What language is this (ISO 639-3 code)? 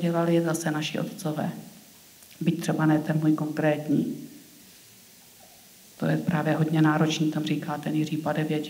ces